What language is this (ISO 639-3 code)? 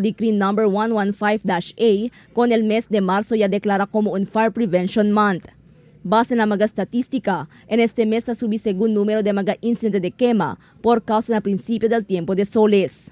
cbk